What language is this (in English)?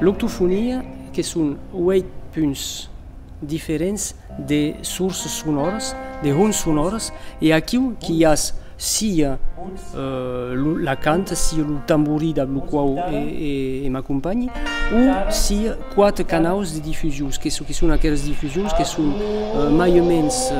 Occitan